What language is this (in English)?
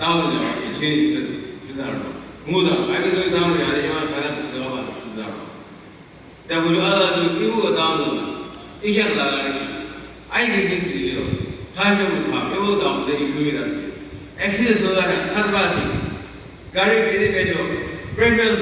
Yimchungru Naga